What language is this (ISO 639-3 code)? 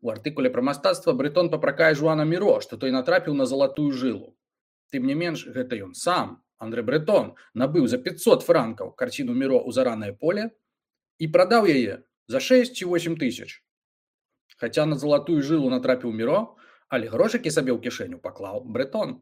bel